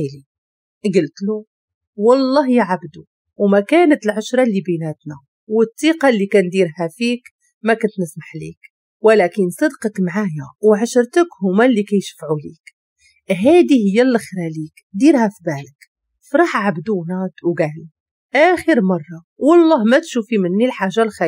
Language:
Moroccan Arabic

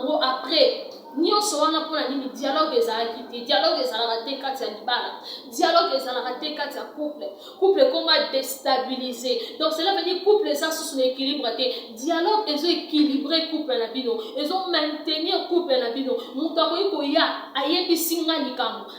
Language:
Lingala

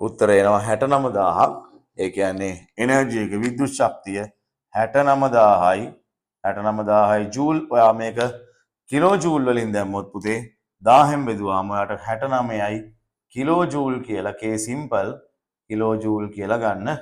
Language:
Sinhala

